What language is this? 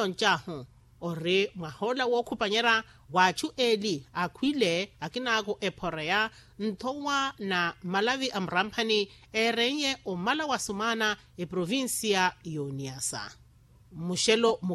Makhuwa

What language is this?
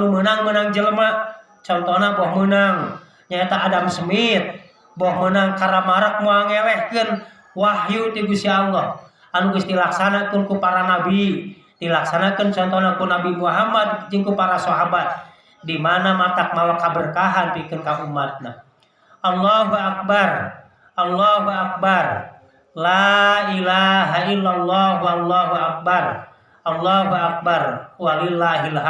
Sundanese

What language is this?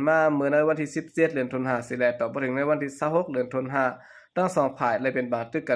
Shan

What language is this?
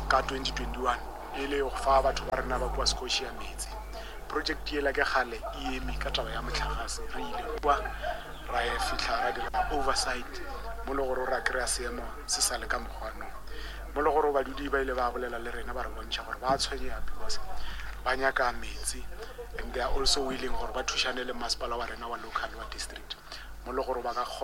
Northern Sotho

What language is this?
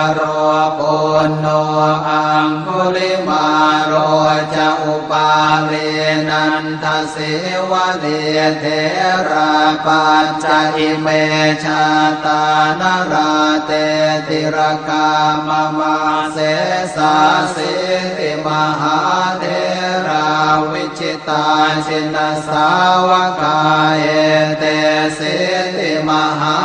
Pali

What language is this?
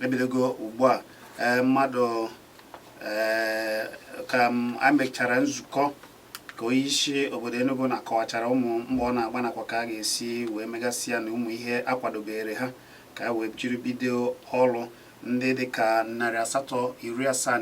Igbo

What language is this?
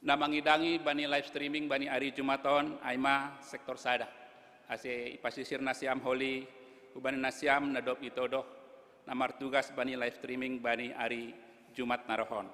Batak Simalungun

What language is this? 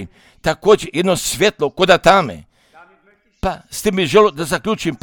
Croatian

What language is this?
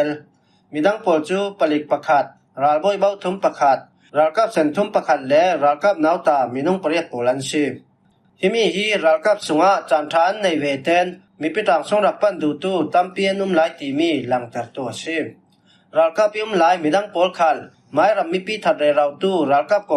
Falam Chin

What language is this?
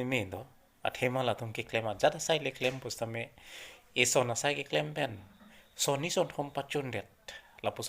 Karbi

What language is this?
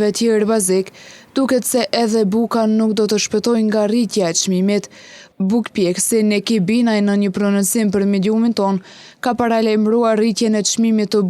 Albanian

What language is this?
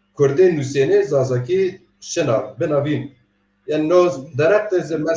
Zaza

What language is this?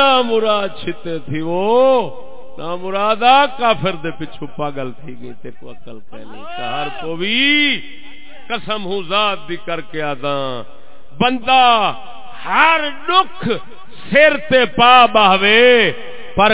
Saraiki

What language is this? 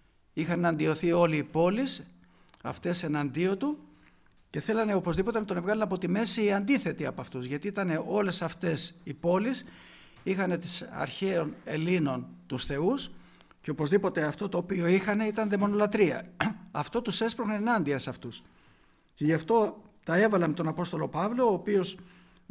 Greek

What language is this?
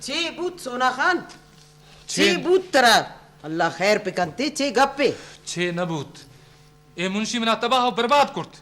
Eastern Balochi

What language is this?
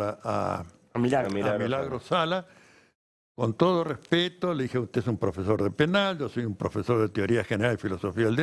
Spanish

